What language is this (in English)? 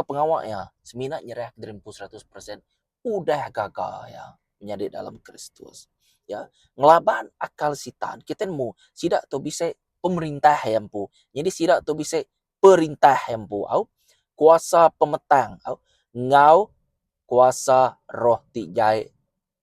Iban